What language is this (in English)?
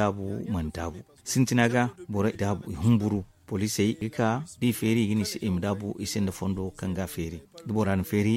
Zarma